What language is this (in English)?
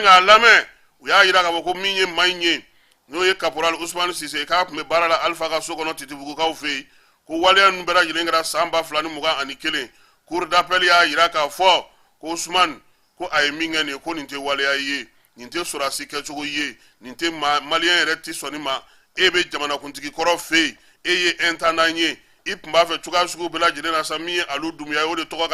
Bambara